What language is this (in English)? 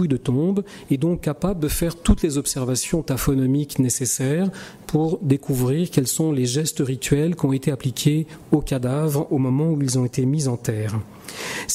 French